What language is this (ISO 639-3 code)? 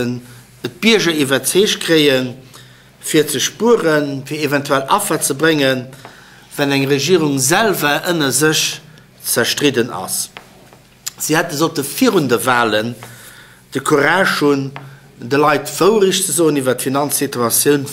ltz